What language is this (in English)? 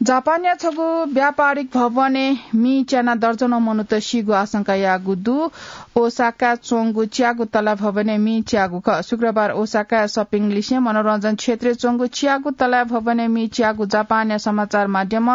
Newari